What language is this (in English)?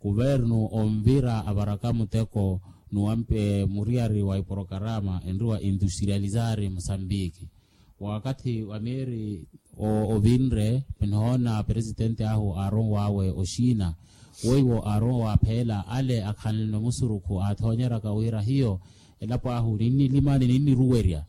Makhuwa